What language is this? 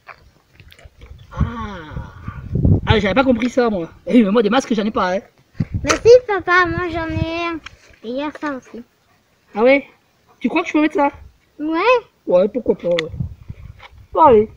French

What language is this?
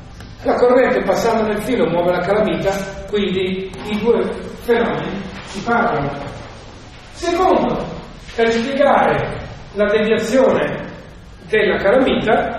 Italian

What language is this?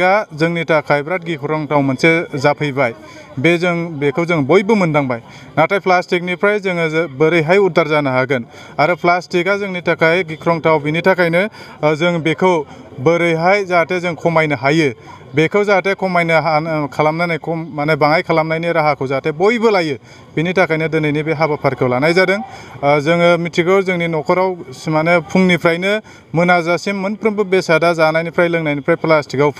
Bodo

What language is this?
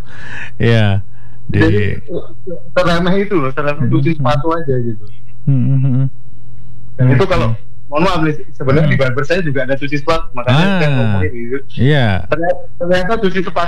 Indonesian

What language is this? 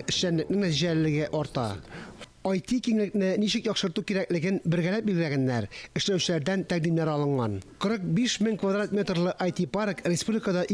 Tatar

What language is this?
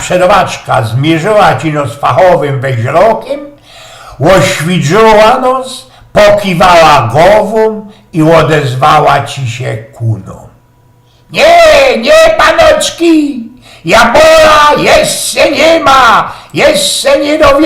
Silesian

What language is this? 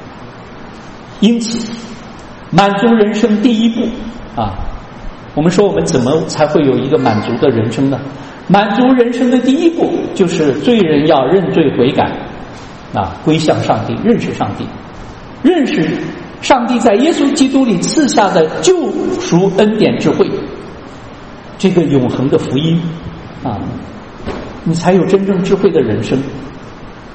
Chinese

